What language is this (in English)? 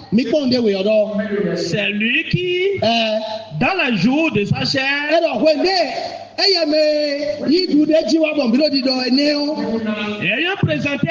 Fon